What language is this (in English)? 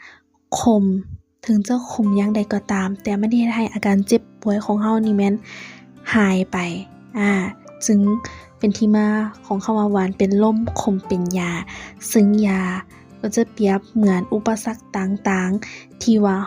Lao